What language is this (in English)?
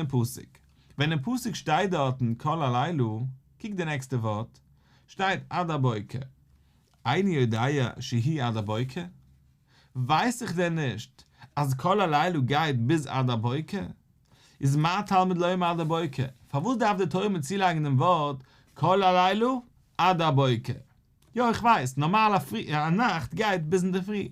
Yiddish